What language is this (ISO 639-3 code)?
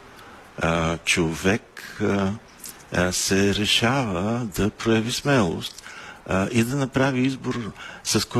bul